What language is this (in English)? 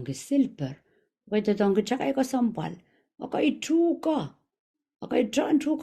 Pohnpeian